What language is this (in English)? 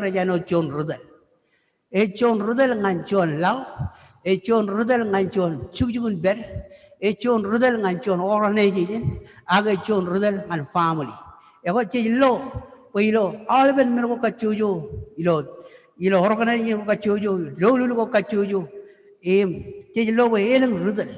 Marshallese